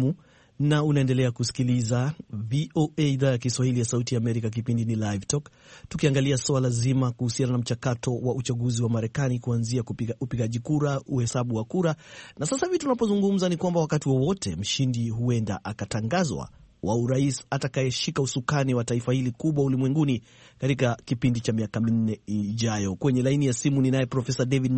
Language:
Swahili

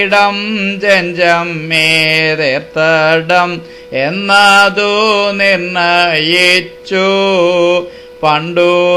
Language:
Malayalam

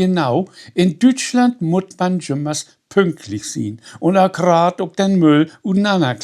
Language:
Low German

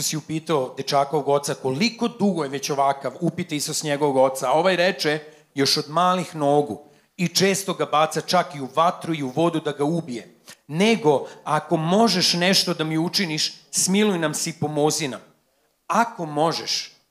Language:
Serbian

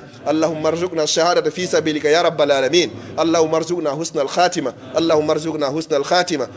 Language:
Pular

